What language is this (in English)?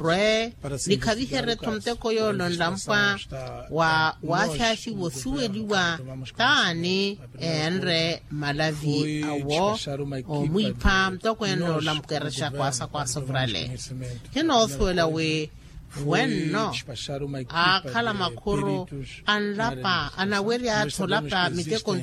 Makhuwa